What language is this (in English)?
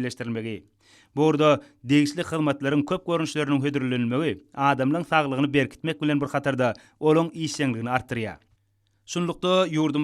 Turkmen